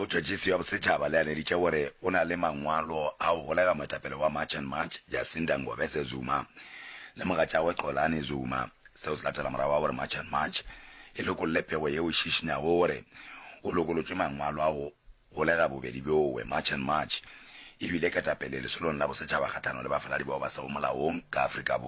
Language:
Northern Sotho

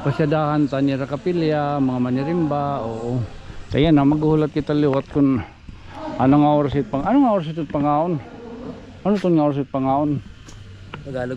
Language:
Waray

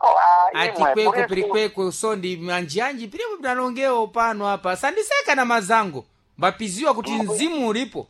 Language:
Sena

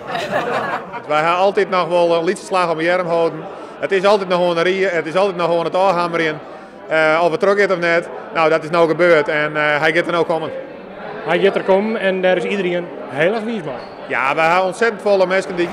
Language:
Western Frisian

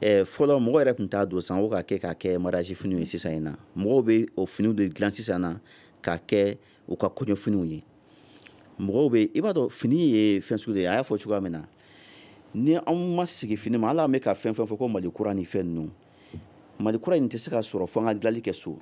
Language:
Bambara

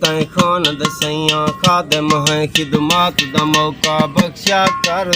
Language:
Saraiki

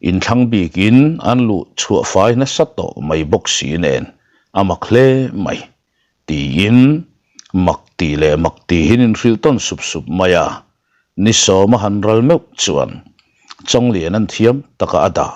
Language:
Mizo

